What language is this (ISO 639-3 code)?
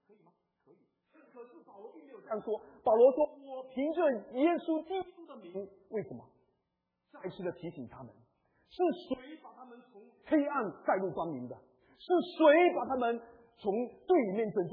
zho